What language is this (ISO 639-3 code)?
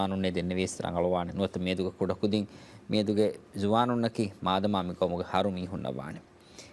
div